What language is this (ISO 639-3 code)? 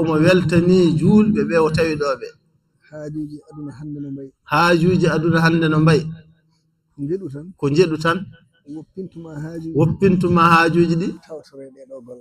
ful